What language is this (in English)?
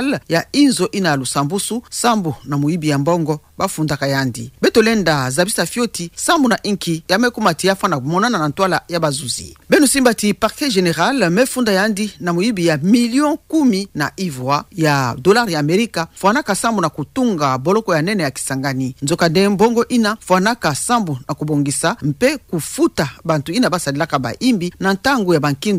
Kituba (Democratic Republic of Congo)